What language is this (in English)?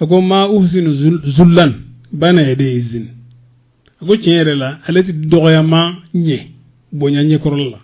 Bambara